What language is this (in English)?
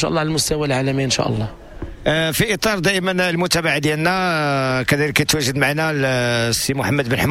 Moroccan Arabic